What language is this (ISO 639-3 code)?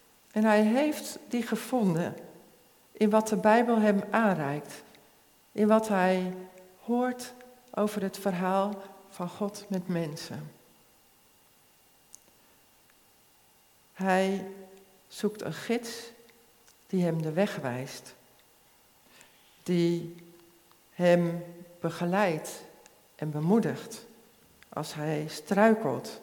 nld